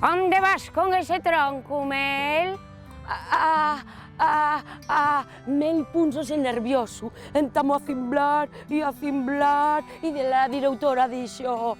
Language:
Asturian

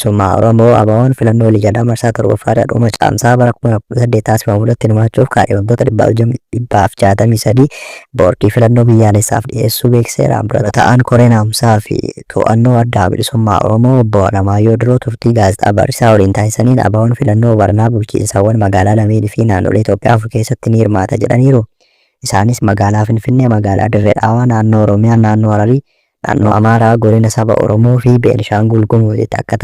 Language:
Oromo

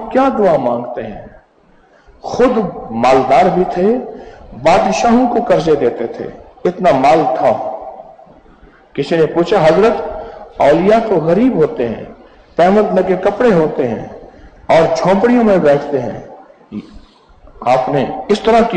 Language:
Urdu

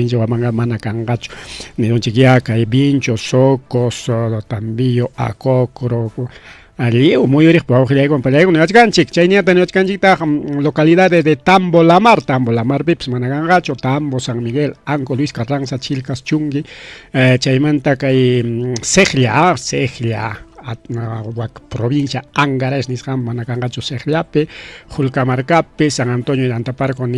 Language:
Ayacucho Quechua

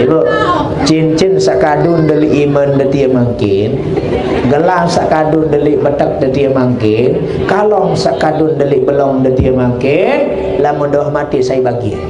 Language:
Sasak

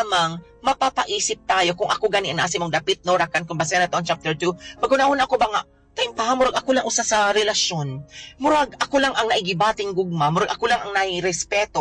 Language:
Cebuano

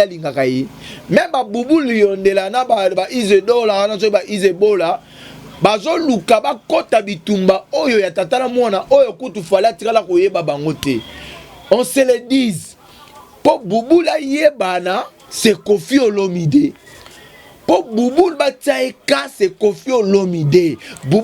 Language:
Lingala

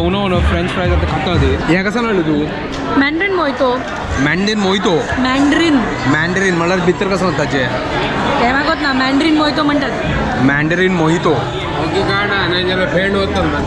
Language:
Konkani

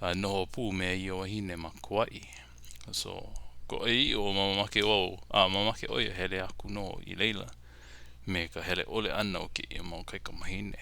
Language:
Hawaiian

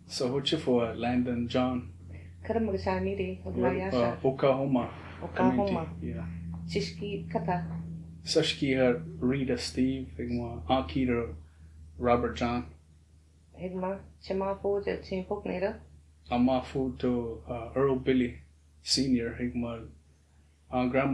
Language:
Choctaw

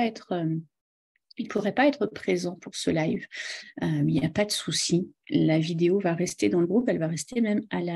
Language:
French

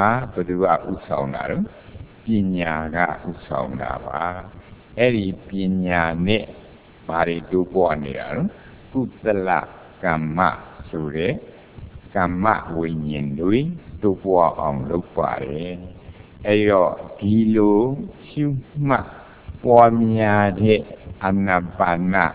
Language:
Burmese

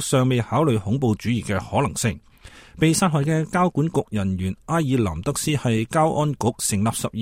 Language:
Cantonese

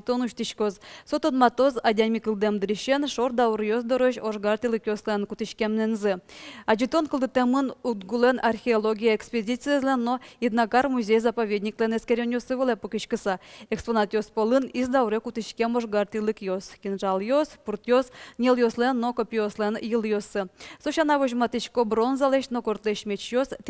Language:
Udmurt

